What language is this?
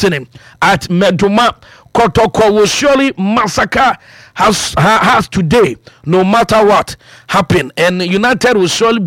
Akan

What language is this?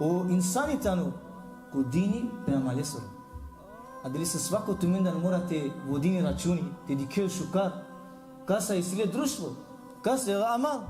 Balkan Romani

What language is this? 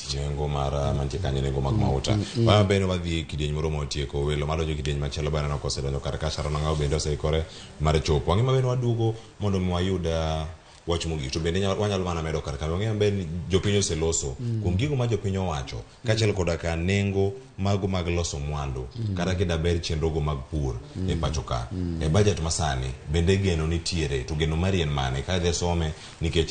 Luo (Kenya and Tanzania)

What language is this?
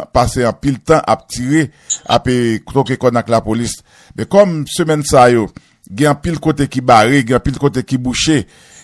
Haitian Creole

